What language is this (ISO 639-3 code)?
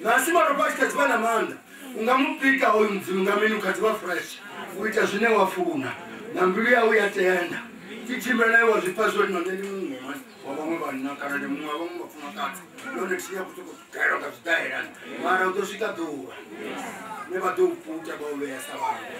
ven